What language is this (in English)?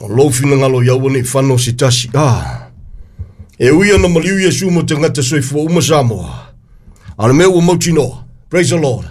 Samoan